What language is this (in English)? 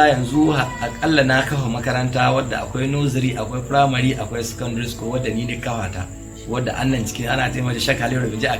Hausa